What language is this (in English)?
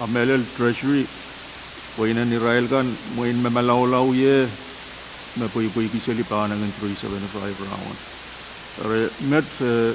Pohnpeian